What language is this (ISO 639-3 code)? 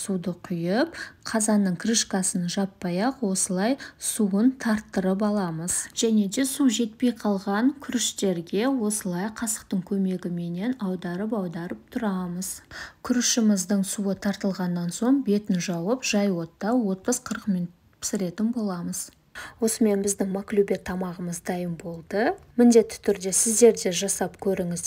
kaz